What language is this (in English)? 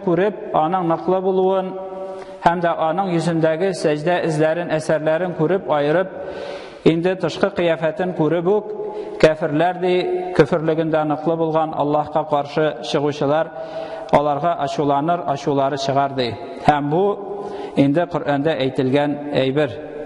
Tatar